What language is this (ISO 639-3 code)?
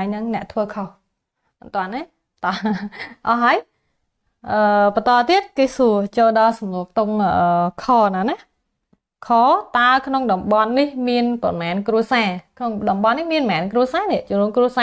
khm